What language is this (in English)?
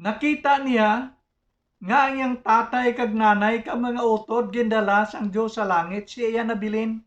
Hiligaynon